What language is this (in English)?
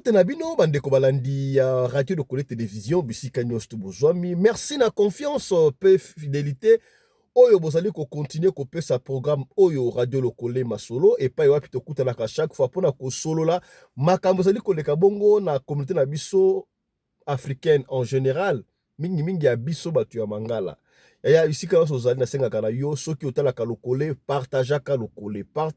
Lingala